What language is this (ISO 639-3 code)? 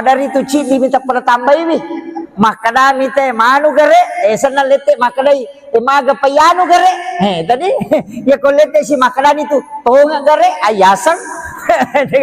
bug